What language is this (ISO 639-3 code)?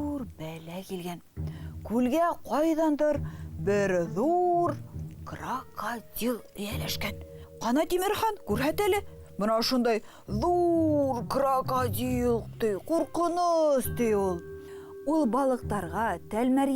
bak